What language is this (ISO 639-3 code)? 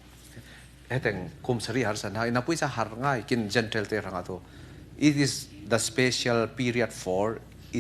cfm